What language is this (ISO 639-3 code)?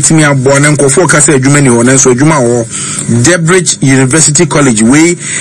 aka